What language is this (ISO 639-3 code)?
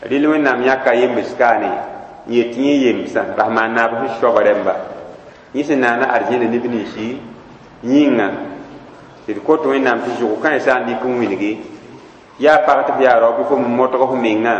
mos